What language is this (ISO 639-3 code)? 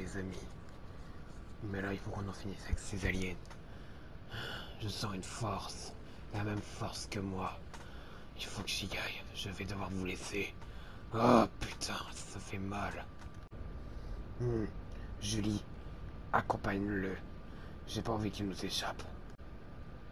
fra